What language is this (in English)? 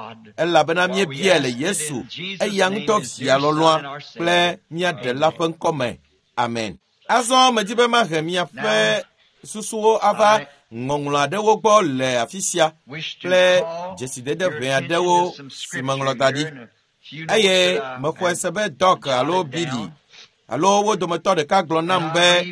Ewe